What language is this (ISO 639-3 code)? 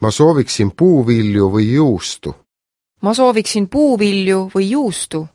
est